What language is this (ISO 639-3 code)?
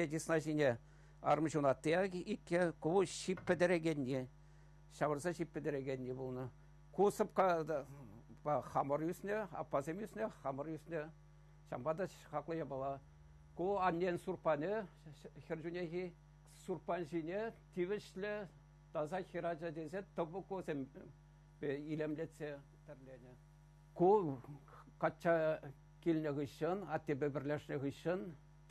chv